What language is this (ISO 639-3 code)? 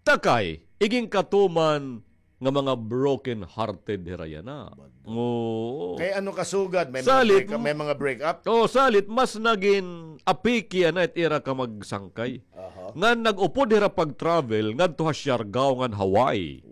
war